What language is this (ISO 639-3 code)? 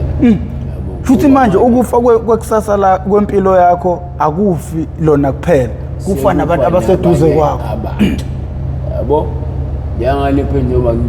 zul